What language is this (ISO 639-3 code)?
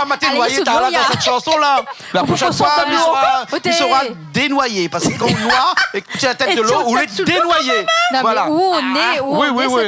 rcf